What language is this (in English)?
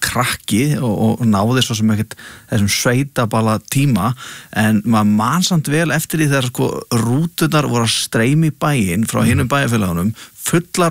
Icelandic